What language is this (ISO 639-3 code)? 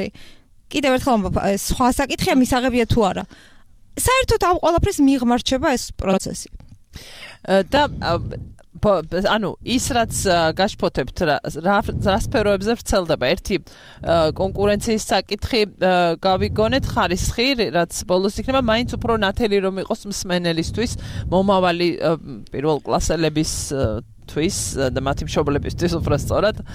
kat